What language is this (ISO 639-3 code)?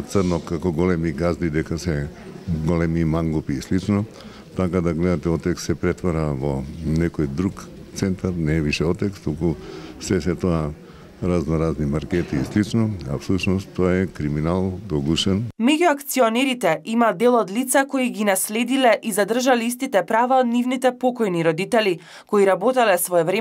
mkd